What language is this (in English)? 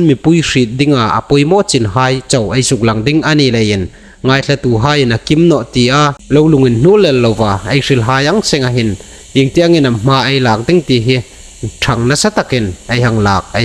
Hmar